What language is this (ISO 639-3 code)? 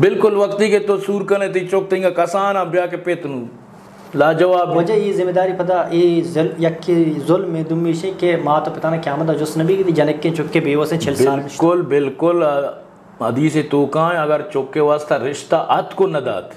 bgp